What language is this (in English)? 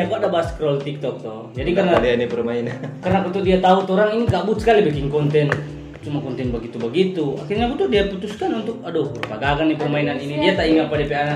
Manado Malay